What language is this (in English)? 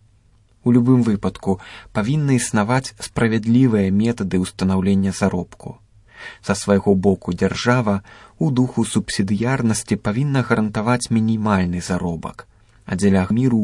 Belarusian